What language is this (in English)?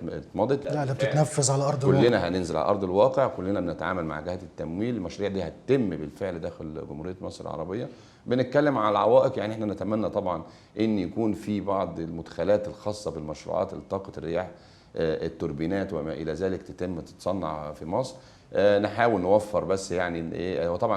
Egyptian Arabic